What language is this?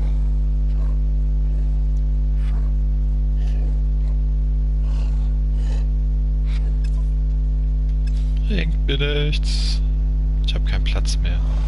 German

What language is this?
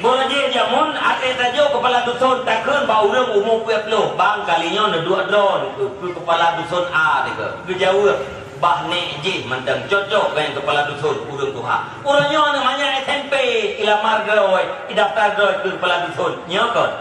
Achinese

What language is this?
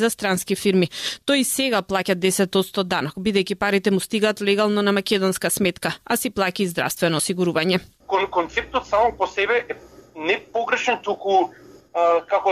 Macedonian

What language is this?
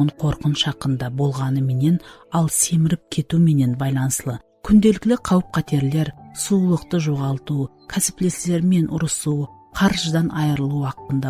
Kara-Kalpak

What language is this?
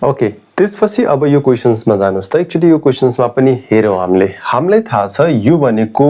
Nepali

